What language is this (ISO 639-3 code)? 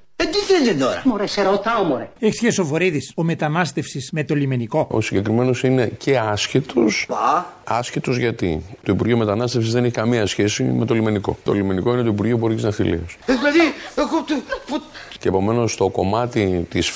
ell